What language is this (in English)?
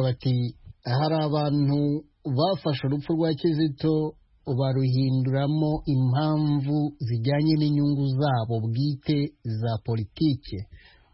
Kinyarwanda